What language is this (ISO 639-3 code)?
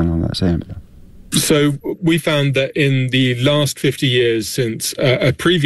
isl